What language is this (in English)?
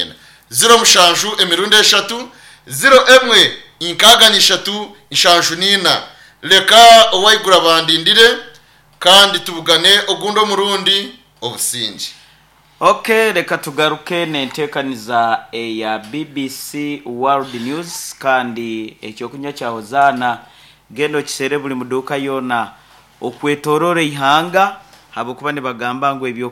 Nyankole